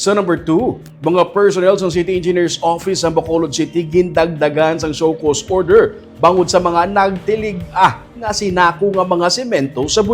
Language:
Hiligaynon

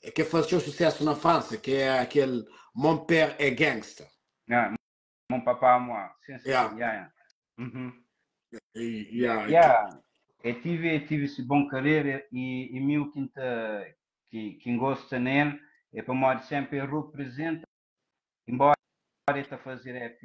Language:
Kabuverdianu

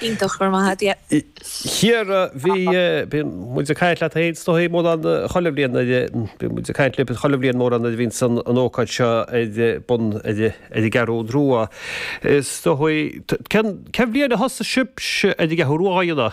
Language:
Irish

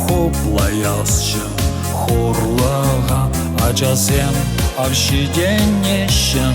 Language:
Chuvash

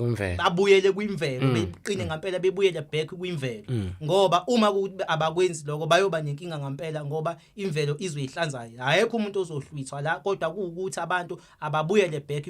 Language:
Zulu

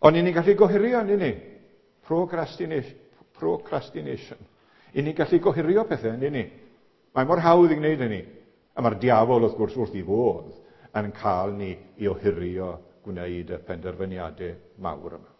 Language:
Welsh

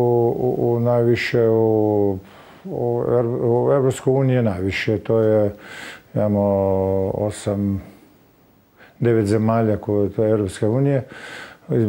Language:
Croatian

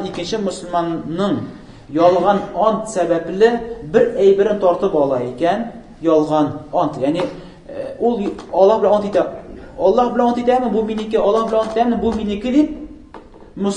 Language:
Tatar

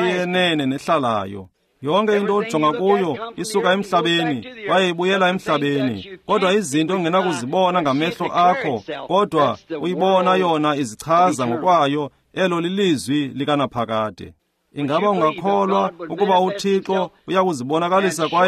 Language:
Xhosa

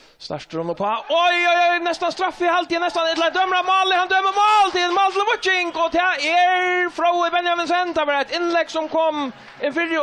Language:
Faroese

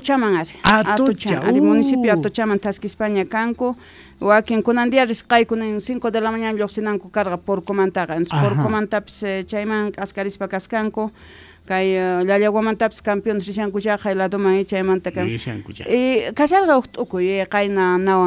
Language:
Quechua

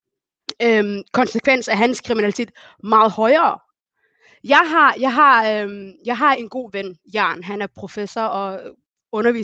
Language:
Danish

